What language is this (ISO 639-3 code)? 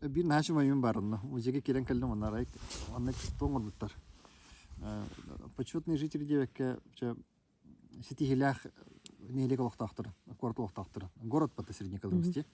sah